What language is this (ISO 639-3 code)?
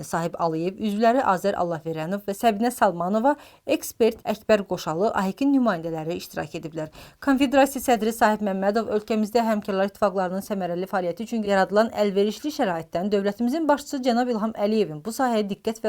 aze